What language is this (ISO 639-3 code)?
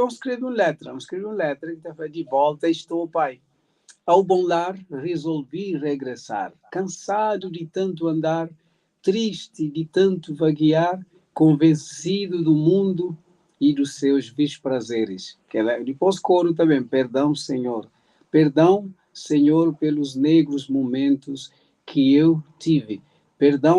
kea